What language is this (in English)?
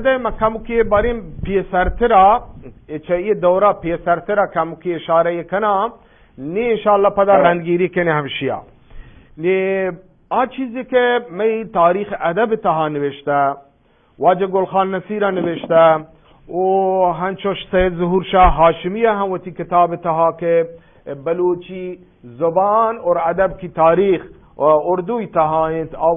Eastern Balochi